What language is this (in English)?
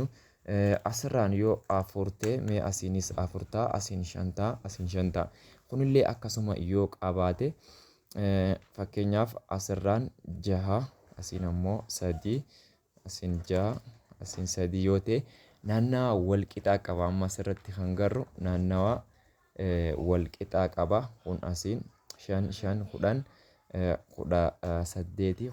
Oromo